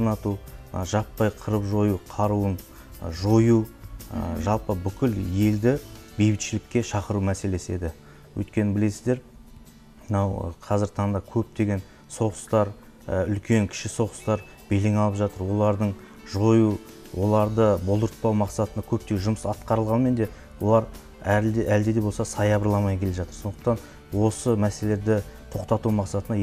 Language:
Kazakh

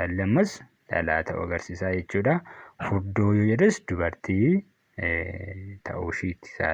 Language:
Oromo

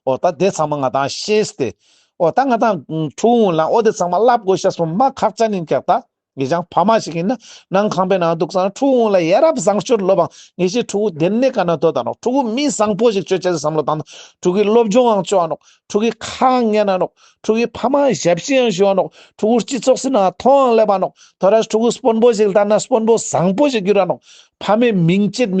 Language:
Ladakhi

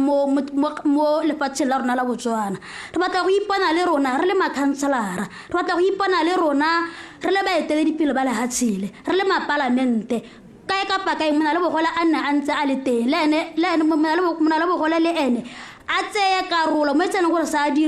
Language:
Tswana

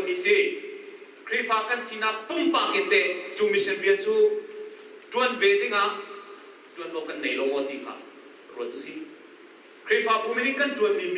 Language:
Hakha Chin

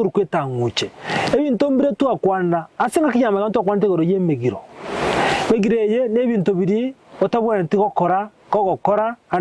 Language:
Gusii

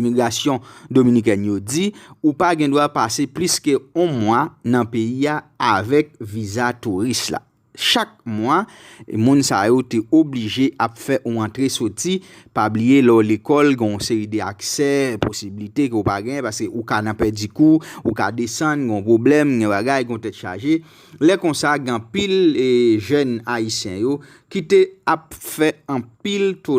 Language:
Haitian Creole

